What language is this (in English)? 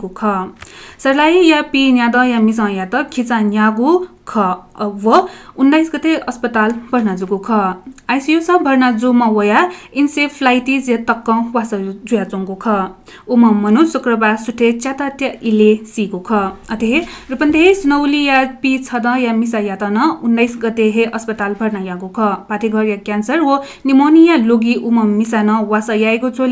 Newari